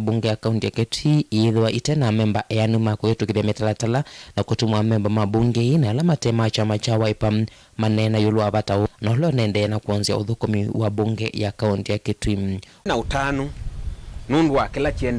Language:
Kamba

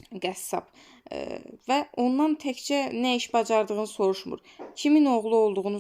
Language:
Azerbaijani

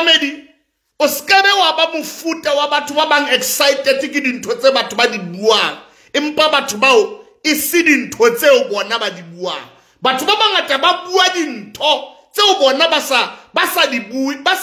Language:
Southern Sotho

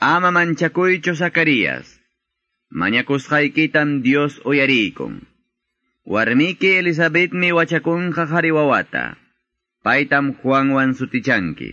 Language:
Quechua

